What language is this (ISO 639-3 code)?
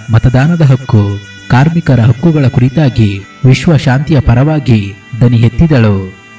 kan